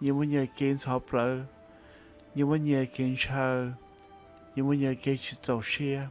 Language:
Hmong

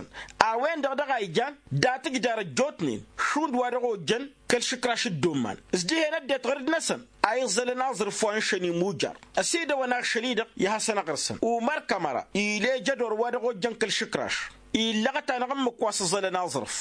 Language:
Tamasheq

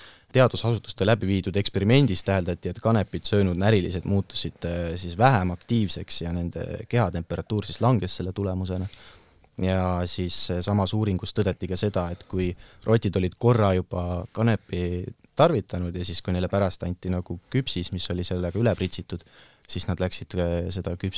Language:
Estonian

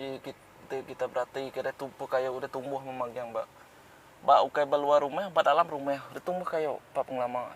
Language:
Iban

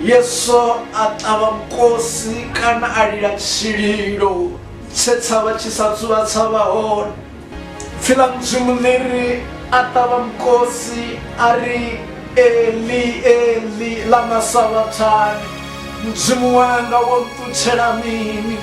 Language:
Venda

